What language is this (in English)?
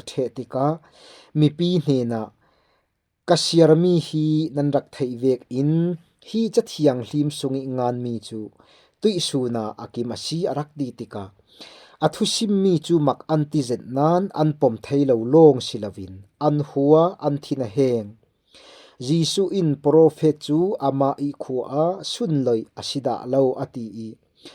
Falam Chin